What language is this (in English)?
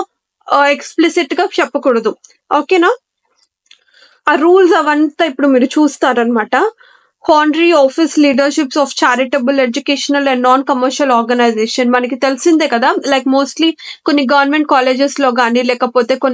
Telugu